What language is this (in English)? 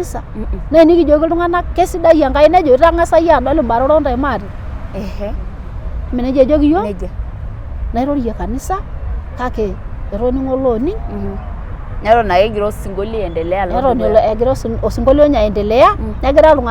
Masai